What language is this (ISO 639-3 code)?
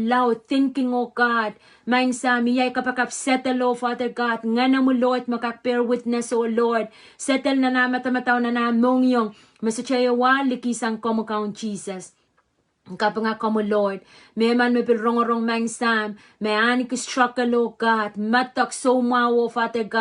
pon